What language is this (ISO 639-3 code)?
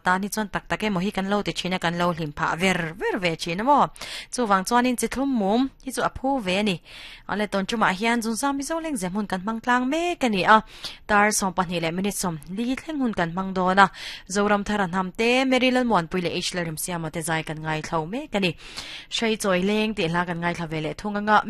lus